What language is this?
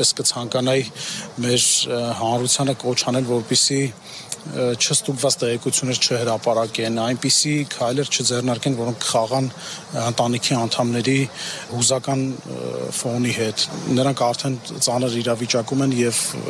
Armenian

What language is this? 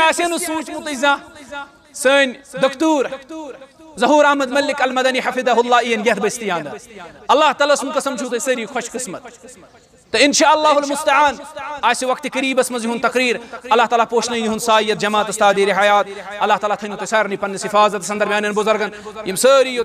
Kashmiri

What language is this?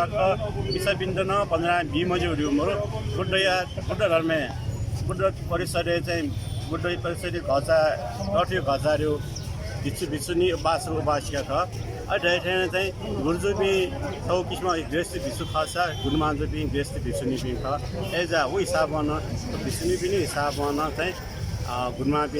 Newari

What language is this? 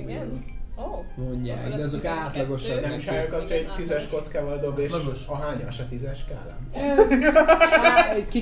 Hungarian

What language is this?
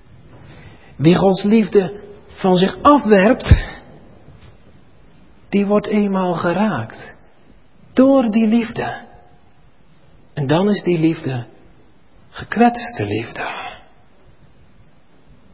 Dutch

